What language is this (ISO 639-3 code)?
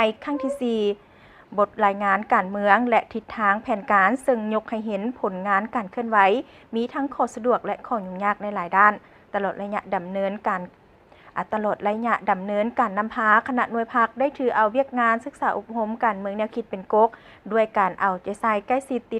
lao